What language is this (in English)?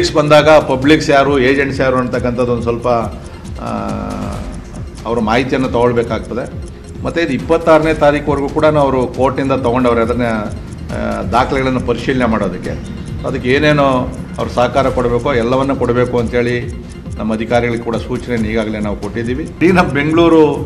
Kannada